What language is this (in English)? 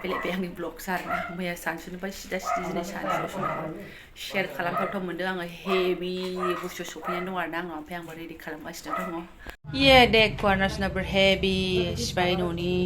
Bodo